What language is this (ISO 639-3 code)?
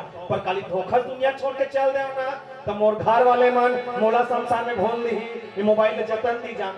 hne